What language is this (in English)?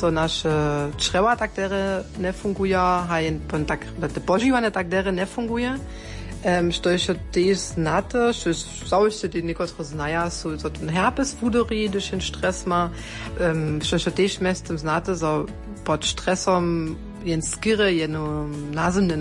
Upper Sorbian